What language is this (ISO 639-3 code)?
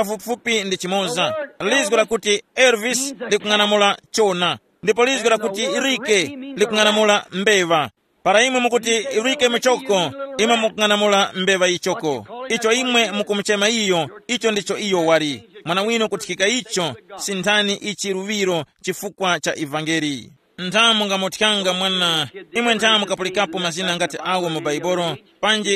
tum